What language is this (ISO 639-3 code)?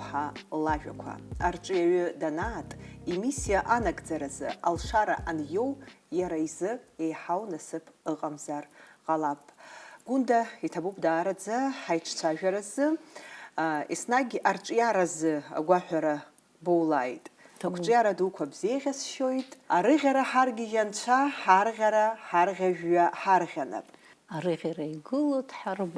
abk